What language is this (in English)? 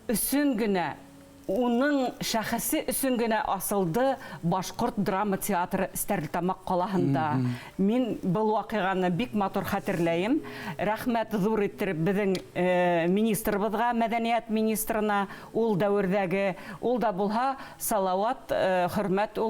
Bashkir